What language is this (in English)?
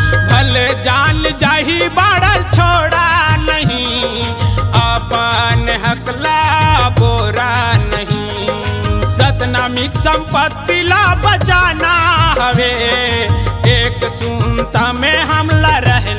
Chhattisgarhi